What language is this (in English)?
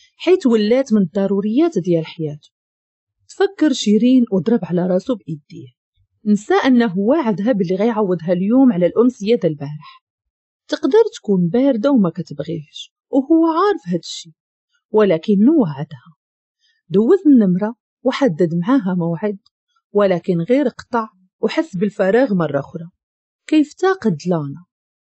Moroccan Arabic